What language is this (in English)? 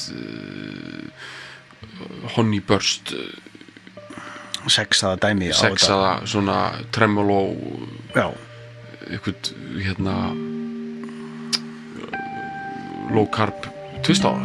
Icelandic